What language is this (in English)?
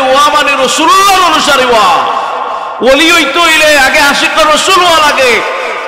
Sylheti